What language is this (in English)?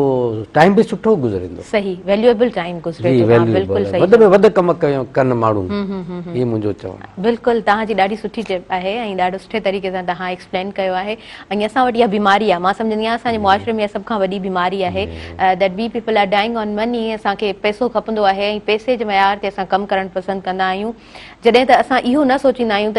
Sindhi